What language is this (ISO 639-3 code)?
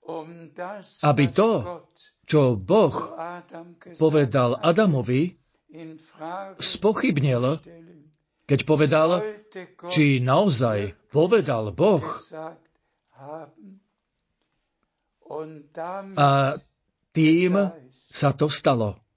slk